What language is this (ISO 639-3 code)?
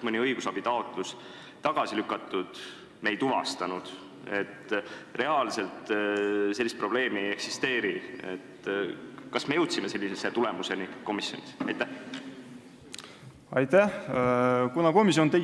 est